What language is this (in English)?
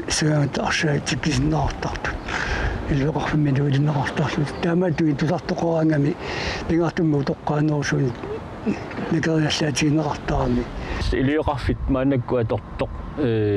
Kalaallisut